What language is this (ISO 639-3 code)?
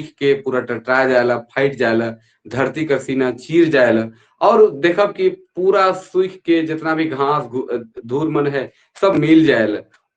sck